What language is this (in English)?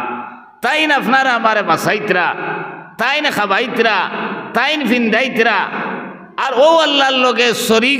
Sylheti